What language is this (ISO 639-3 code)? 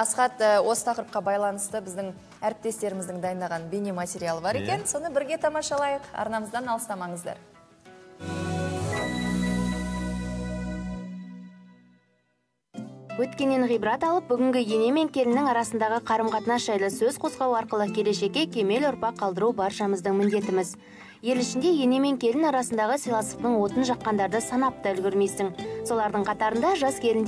kaz